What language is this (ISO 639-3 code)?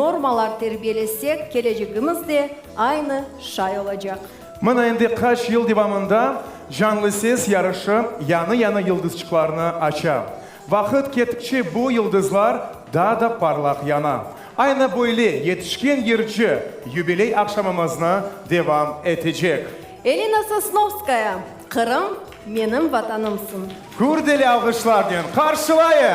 crh